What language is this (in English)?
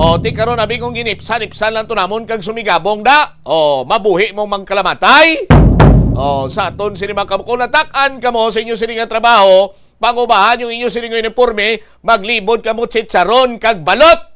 Hiligaynon